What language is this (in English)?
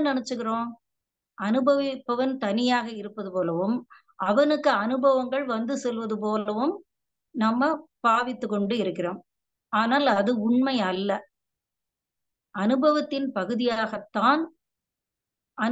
Tamil